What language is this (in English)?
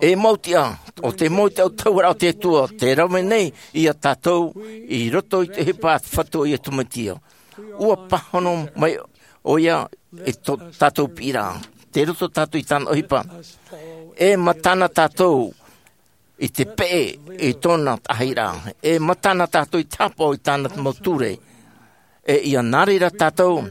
Tahitian